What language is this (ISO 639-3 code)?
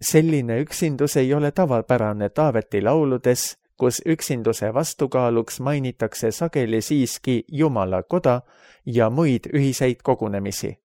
est